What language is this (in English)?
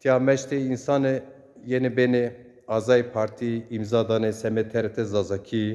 Zaza